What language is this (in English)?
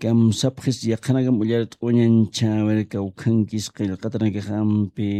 Aymara